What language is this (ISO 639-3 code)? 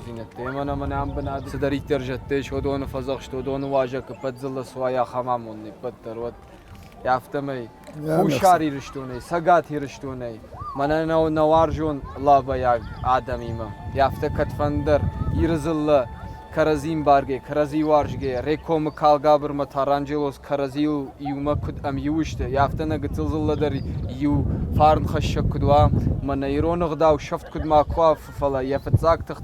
oss